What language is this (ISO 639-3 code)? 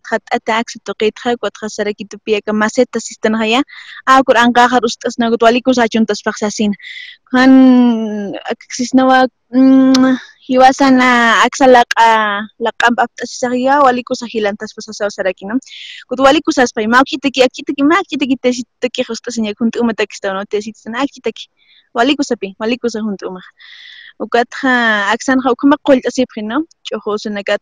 aym